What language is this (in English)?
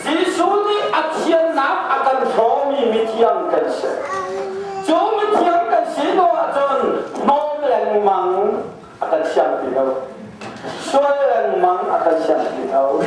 Hakha Chin